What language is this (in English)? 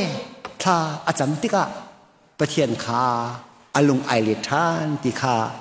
Hakha Chin